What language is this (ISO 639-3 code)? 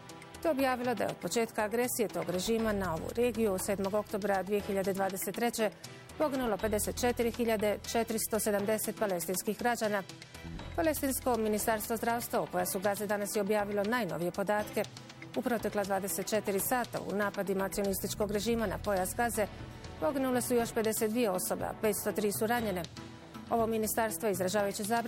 bos